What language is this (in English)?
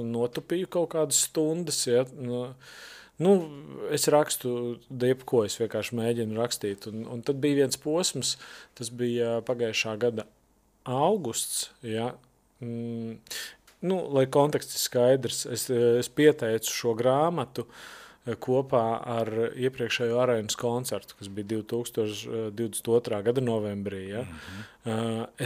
Latvian